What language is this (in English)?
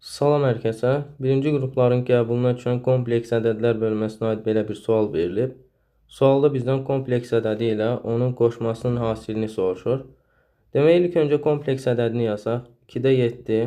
Azerbaijani